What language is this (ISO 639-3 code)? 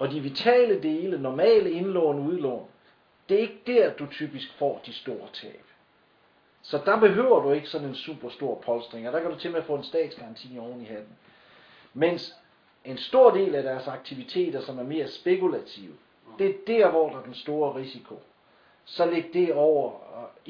dan